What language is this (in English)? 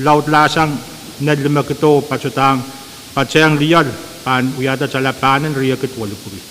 Pohnpeian